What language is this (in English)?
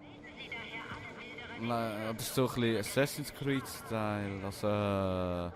Swiss German